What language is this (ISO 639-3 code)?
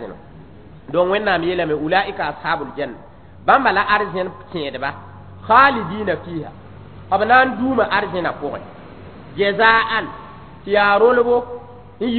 mos